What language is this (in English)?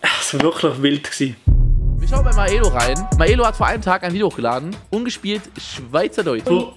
Swiss German